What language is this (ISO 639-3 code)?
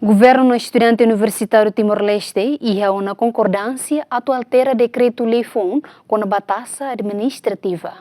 tet